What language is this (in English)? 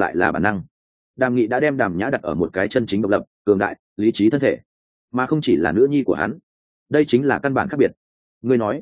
Vietnamese